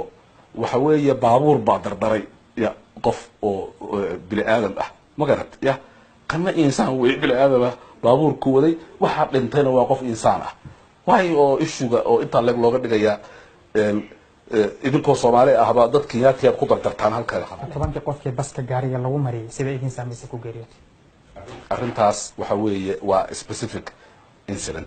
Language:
Somali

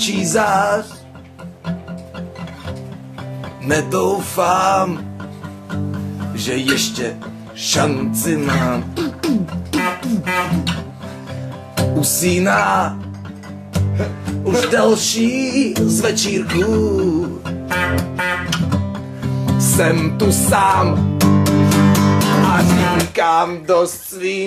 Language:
Czech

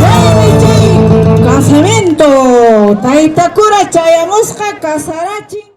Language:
Quechua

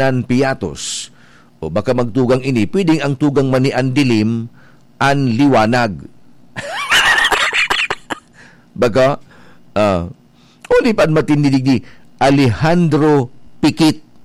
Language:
Bikol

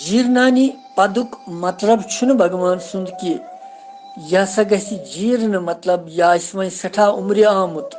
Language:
Kashmiri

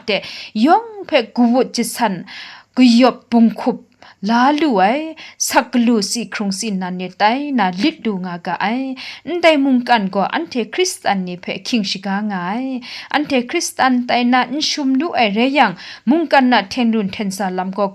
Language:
Kachin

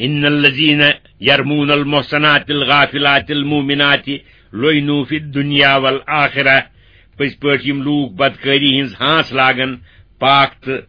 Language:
Kashmiri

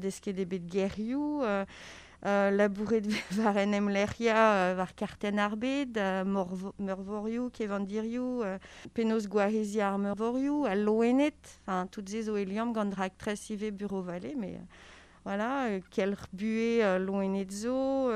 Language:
Breton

